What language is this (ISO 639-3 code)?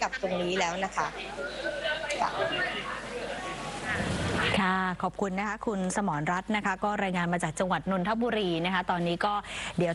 tha